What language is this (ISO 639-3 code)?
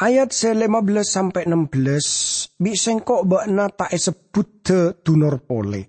mad